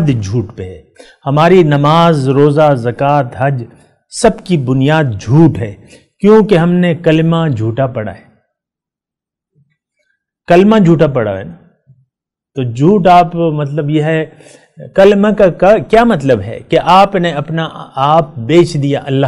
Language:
Urdu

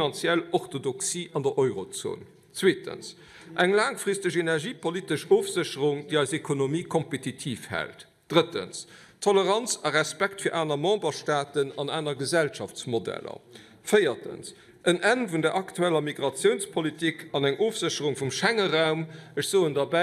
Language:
Luxembourgish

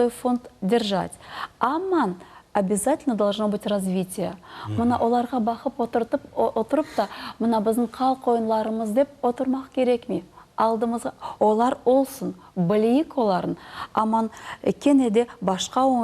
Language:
Crimean Tatar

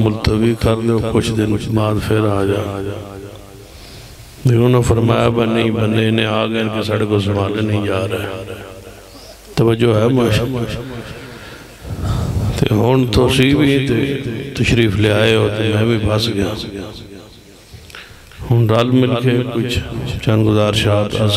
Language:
Urdu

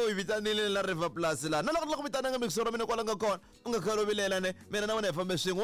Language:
Tsonga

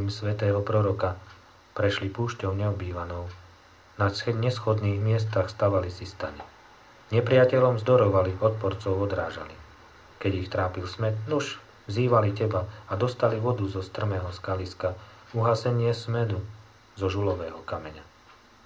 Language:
Slovak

